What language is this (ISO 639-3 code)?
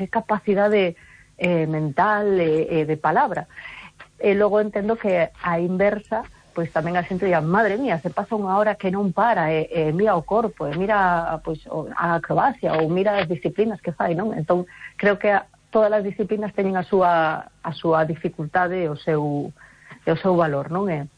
glg